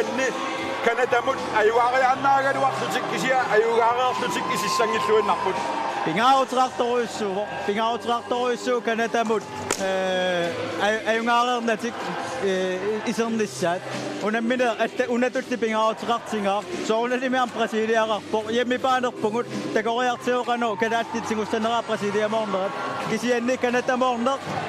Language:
Kalaallisut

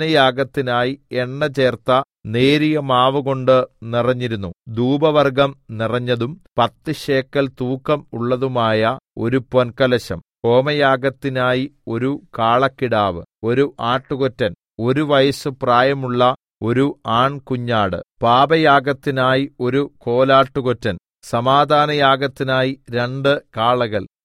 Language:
Malayalam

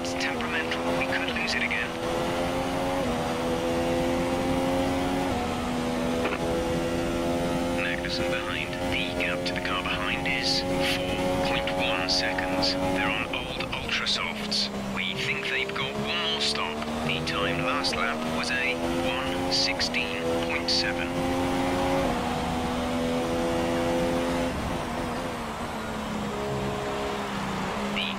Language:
English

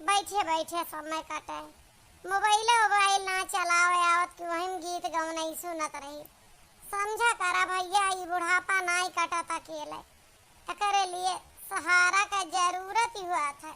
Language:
Awadhi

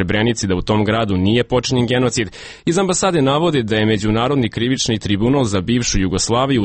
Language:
Serbian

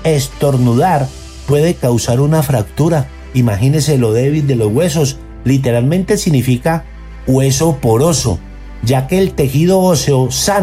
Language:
Spanish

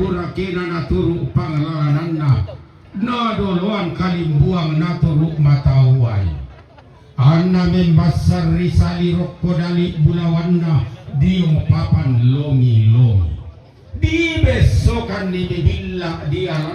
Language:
Toraja-Sa'dan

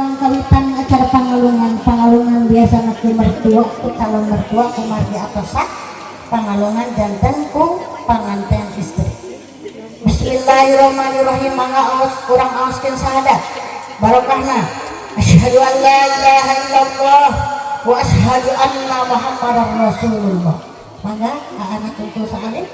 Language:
Sundanese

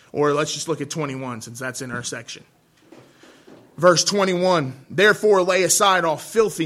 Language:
English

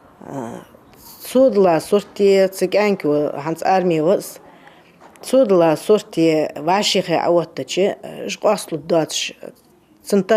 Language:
Ingush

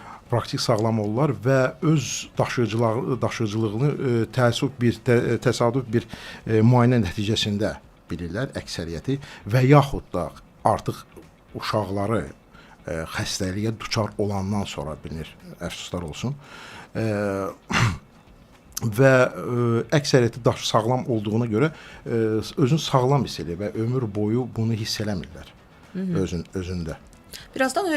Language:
Azerbaijani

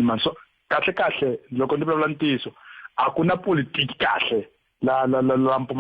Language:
Tsonga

